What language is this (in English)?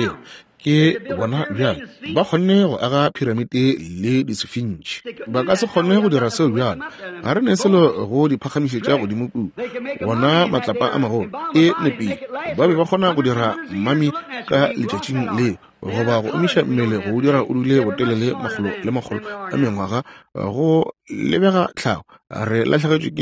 Northern Sotho